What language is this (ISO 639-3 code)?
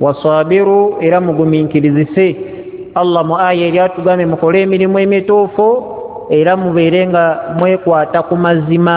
lug